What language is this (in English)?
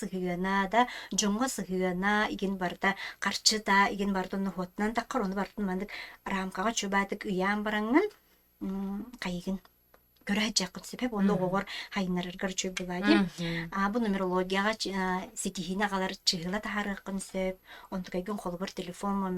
Yakut